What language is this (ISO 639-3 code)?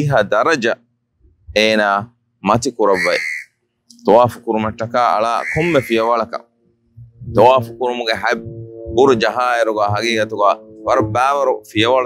div